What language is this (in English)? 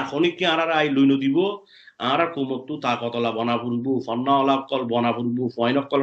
Rohingya